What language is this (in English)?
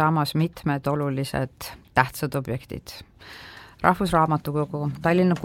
Estonian